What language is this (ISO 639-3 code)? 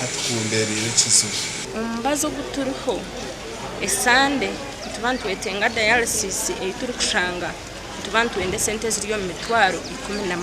nyn